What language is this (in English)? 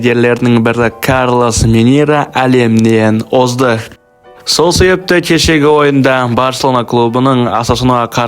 Kazakh